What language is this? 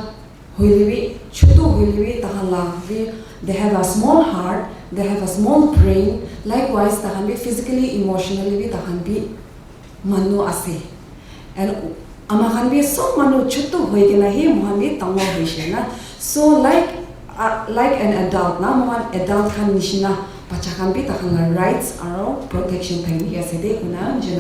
Naga Pidgin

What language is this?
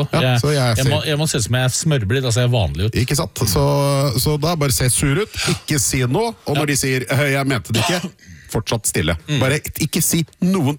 Norwegian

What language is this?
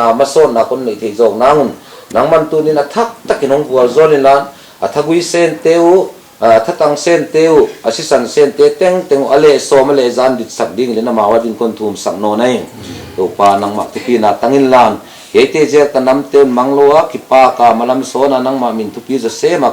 Tedim Chin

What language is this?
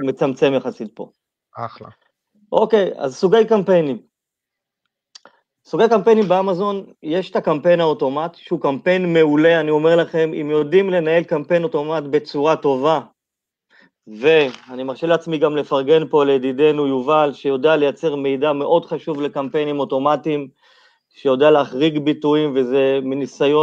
Hebrew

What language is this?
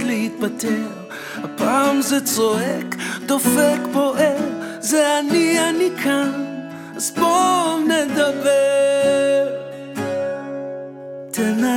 Hebrew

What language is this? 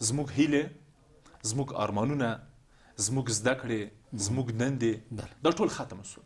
Pashto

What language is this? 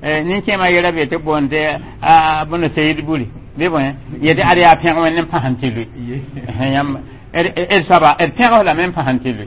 Mossi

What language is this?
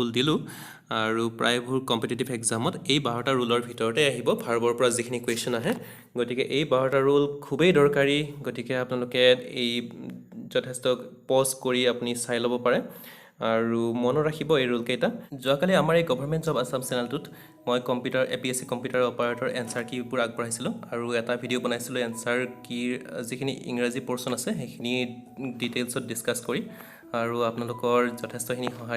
Assamese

